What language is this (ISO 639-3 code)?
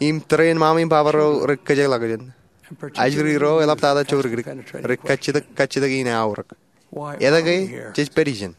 mah